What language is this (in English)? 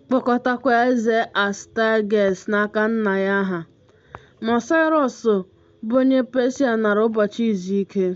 Igbo